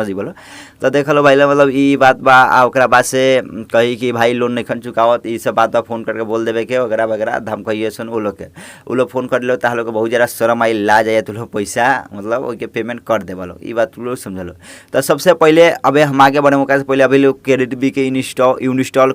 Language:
Bhojpuri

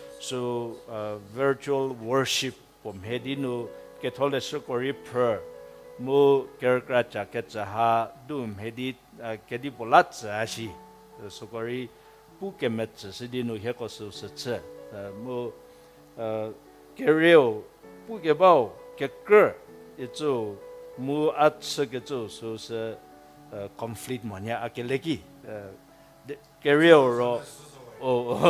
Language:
Angami Naga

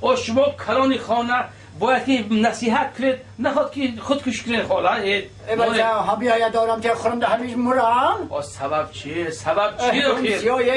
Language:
Tajik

